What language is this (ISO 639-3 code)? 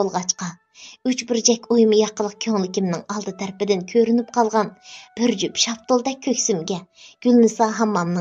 uig